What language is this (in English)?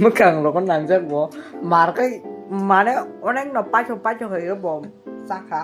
Kok Borok